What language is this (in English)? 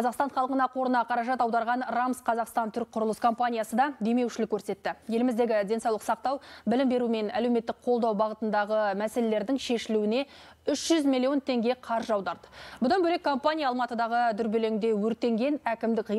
Kazakh